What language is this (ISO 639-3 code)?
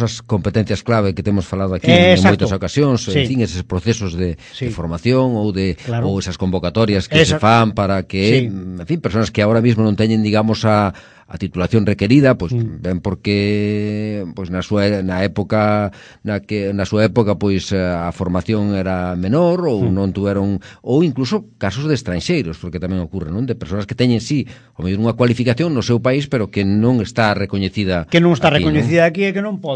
glg